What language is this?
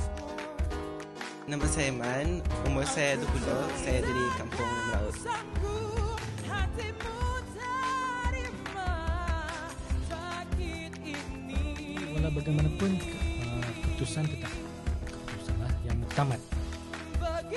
Malay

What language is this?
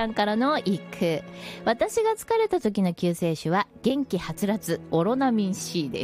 Japanese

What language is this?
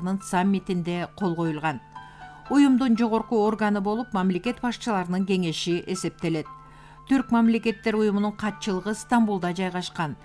Kyrgyz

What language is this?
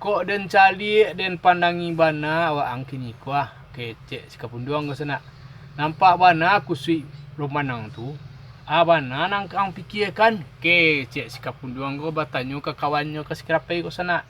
Minangkabau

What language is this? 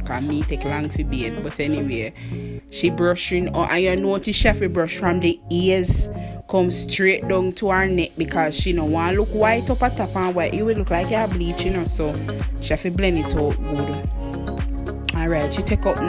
Jamaican Creole English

